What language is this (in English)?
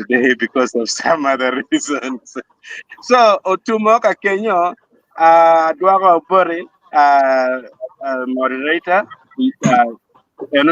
Acoli